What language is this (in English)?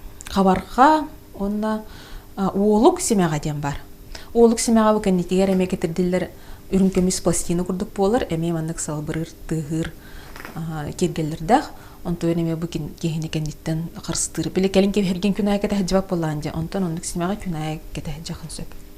Yakut